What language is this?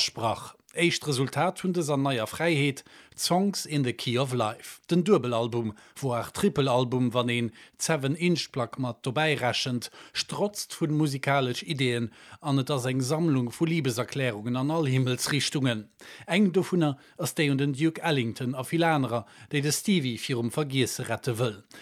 Luxembourgish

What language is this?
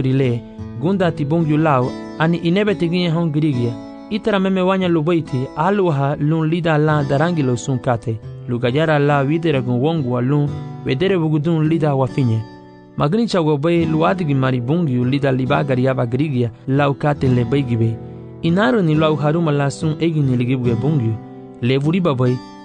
Garifuna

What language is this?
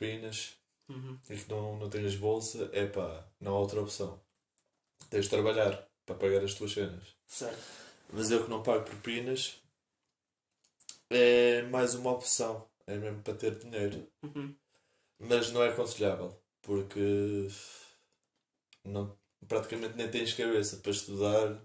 Portuguese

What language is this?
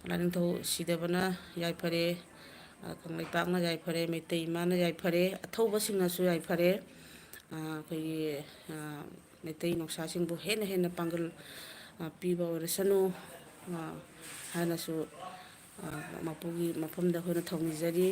Manipuri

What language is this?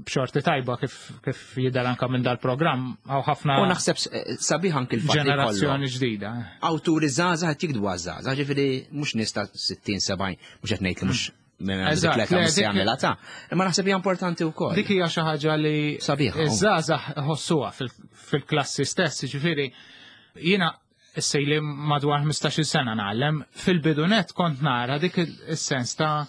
Maltese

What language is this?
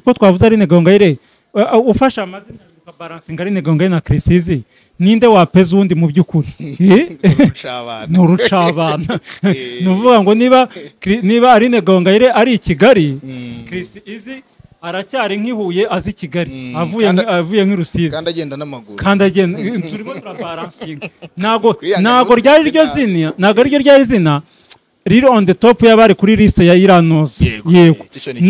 Kinyarwanda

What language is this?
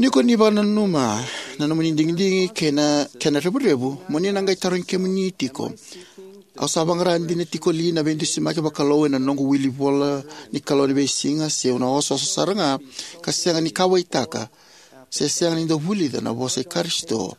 Fijian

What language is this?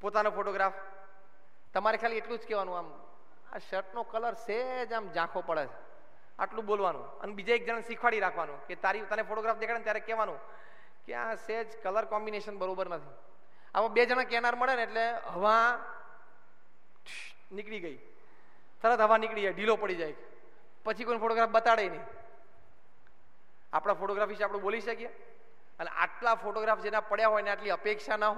Gujarati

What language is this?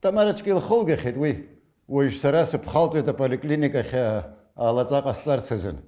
Abkhazian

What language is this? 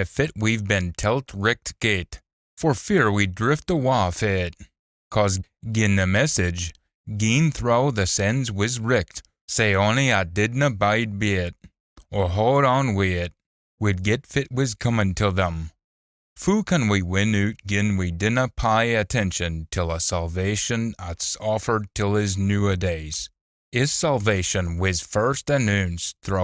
Scots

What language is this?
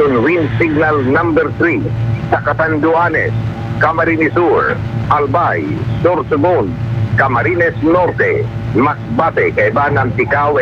Bikol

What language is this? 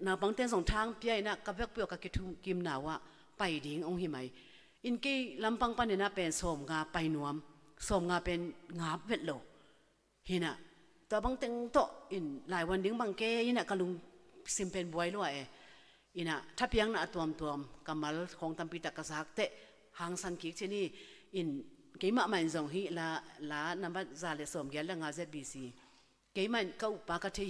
Tedim Chin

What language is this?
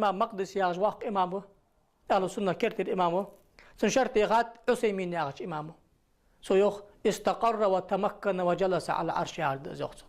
Ingush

